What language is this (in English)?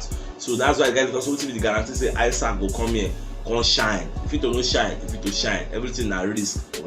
Nigerian Pidgin